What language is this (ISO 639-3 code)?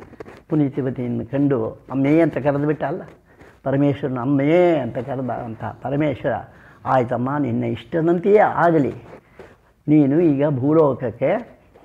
kan